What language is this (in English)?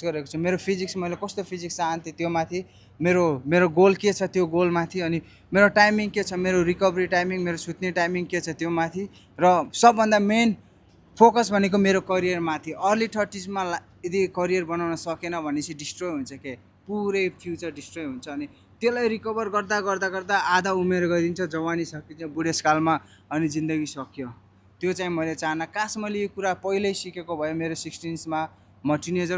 Nepali